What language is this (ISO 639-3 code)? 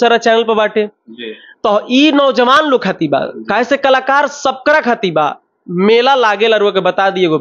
bho